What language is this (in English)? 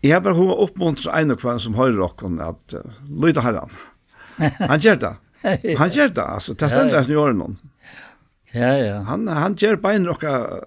Faroese